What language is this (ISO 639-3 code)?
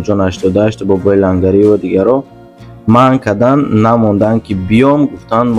tgk